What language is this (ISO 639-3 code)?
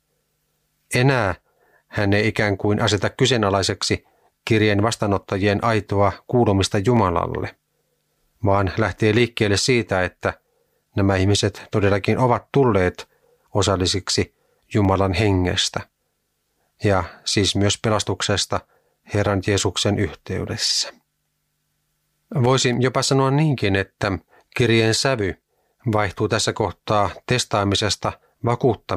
fin